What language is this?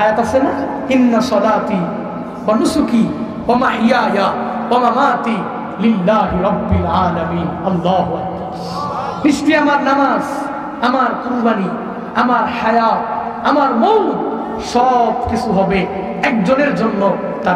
Bangla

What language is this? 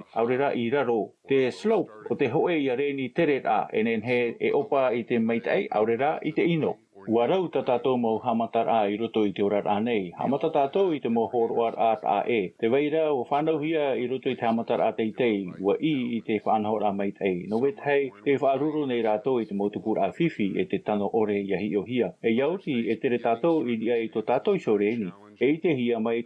Tahitian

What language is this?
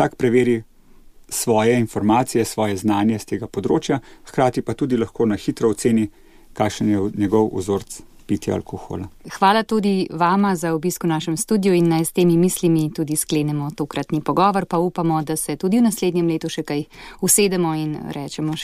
Slovenian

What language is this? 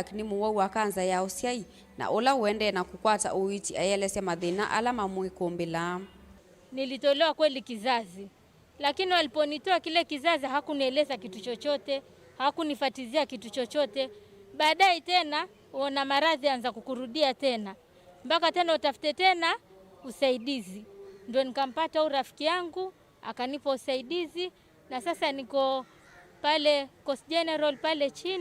Kamba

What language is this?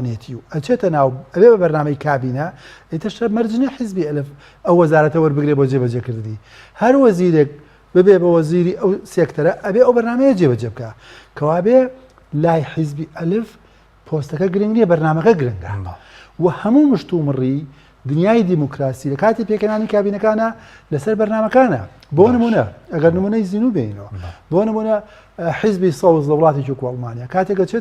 Central Kurdish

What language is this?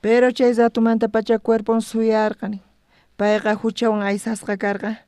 South Bolivian Quechua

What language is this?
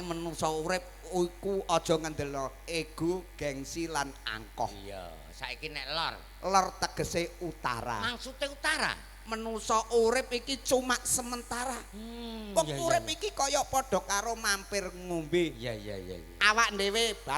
Javanese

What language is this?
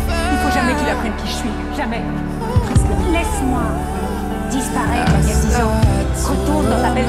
French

